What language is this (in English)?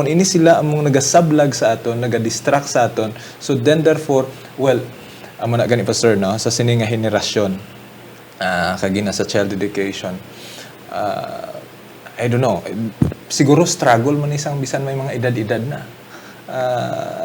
Hiligaynon